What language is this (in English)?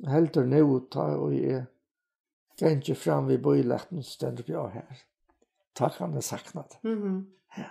Faroese